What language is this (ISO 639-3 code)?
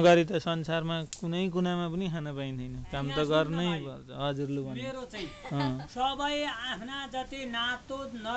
nep